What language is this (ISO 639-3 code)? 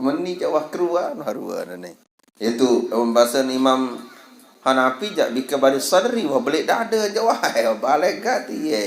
sas